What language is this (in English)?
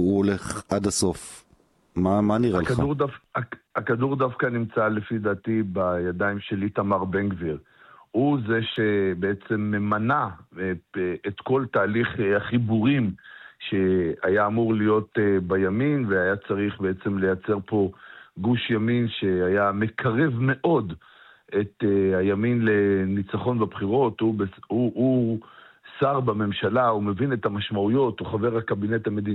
Hebrew